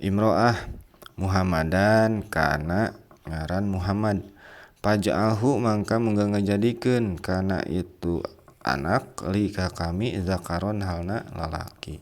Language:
Sundanese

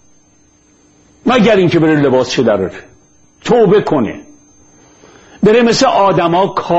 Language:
Persian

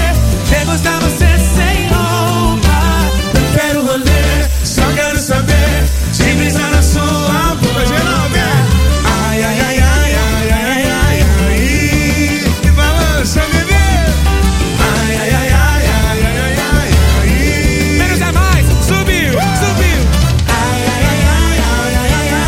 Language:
Portuguese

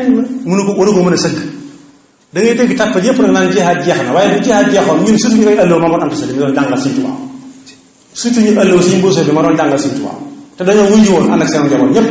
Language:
Wolof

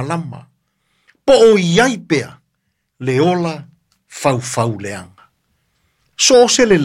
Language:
Samoan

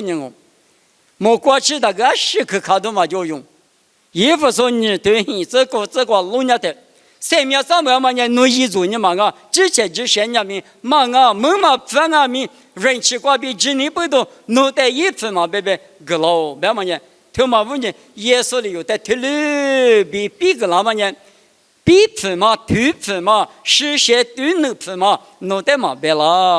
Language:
Lisu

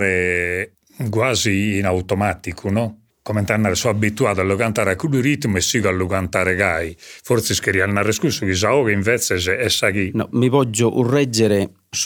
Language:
Sardinian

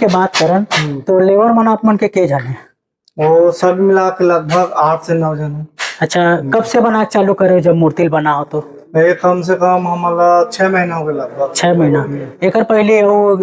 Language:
Chhattisgarhi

